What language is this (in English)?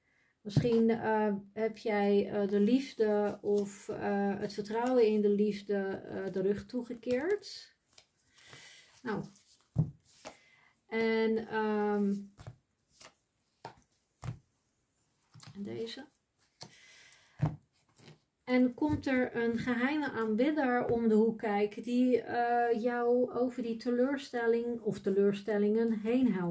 Dutch